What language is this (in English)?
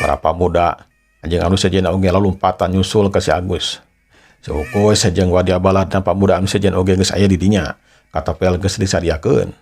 Sundanese